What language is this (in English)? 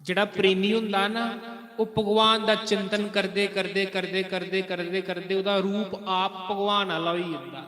Dogri